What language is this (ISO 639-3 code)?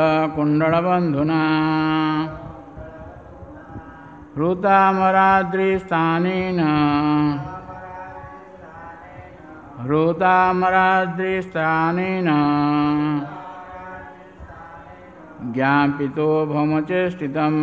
ori